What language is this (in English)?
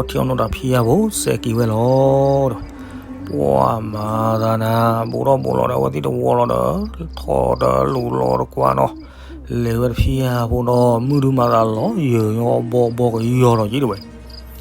S'gaw Karen